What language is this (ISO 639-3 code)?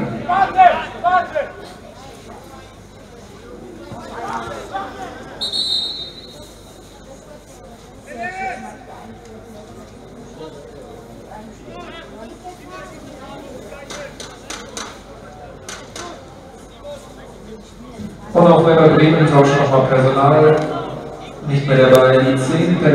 deu